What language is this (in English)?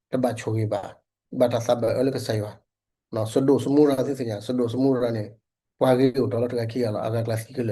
S'gaw Karen